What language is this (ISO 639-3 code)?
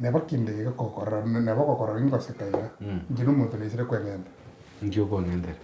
guz